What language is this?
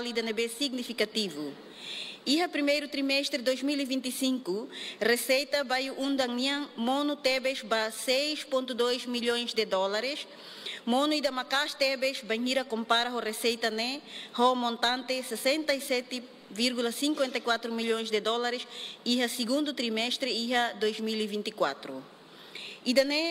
Tetum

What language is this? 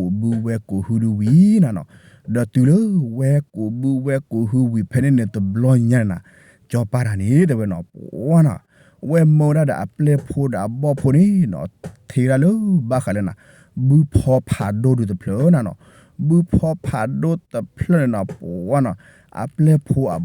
S'gaw Karen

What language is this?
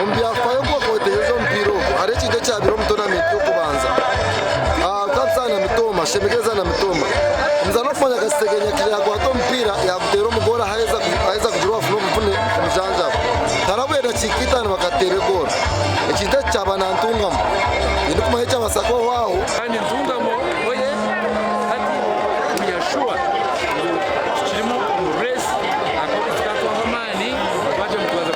Nyankole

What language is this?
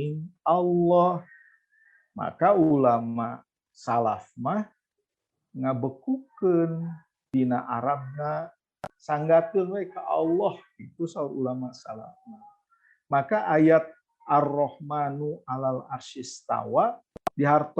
Sundanese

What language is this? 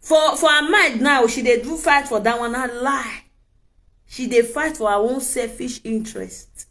Nigerian Pidgin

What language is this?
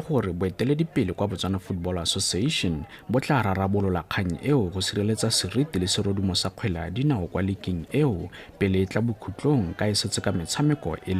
Tswana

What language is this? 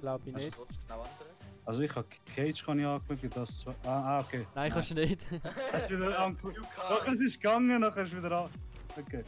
Swiss German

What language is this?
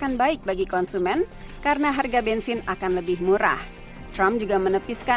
Indonesian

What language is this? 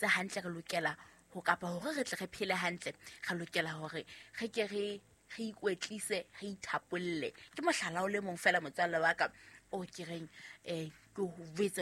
Southern Sotho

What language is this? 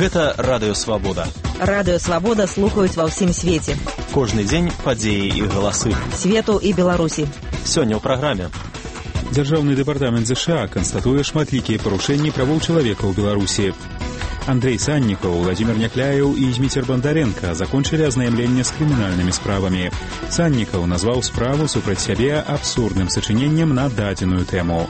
Belarusian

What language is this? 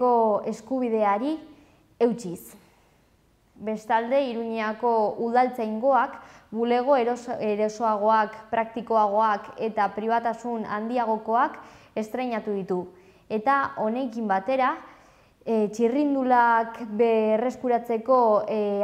Basque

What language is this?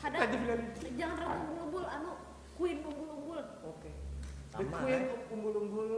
Banjar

